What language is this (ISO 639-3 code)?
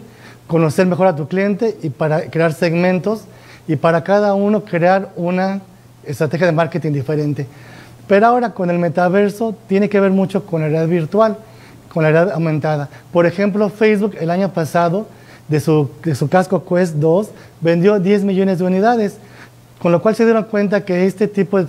spa